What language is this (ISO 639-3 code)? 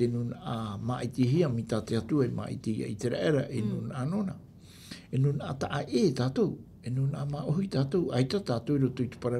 tah